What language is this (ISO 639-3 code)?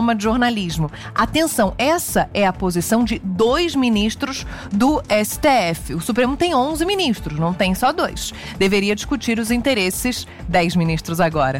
por